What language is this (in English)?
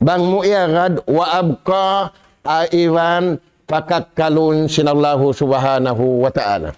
Tausug